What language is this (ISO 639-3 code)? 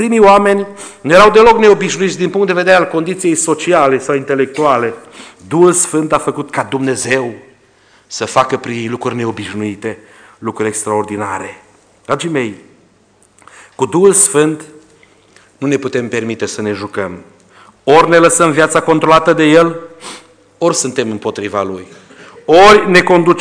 ron